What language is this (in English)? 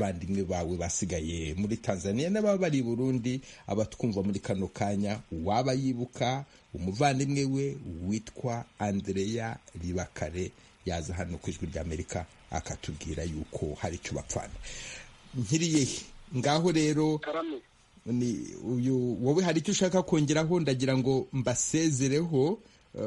Kinyarwanda